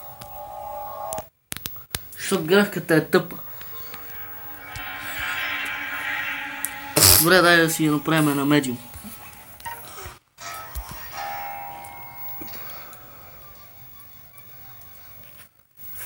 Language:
Bulgarian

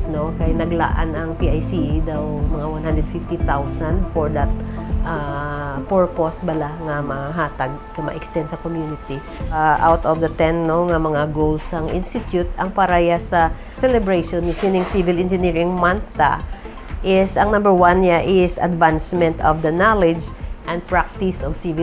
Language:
Hiligaynon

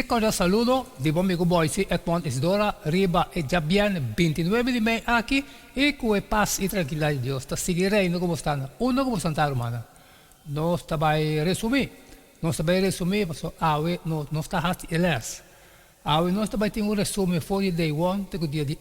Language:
Papiamento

